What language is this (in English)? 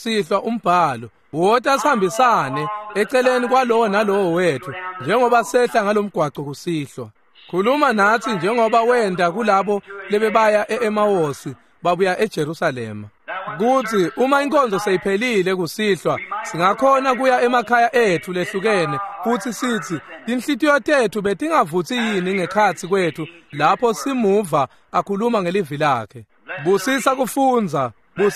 Swati